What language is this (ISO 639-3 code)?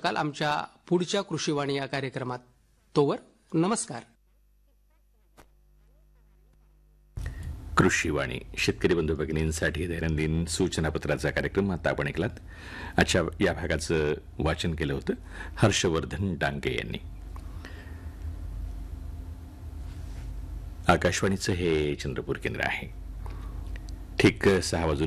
mar